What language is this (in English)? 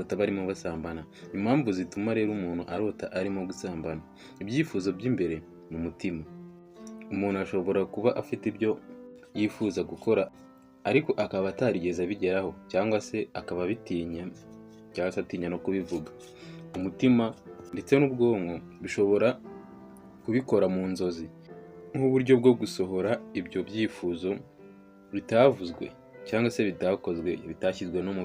Kinyarwanda